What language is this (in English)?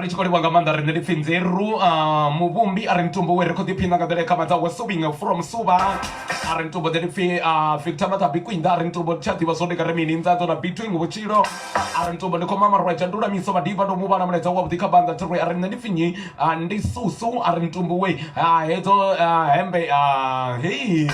Venda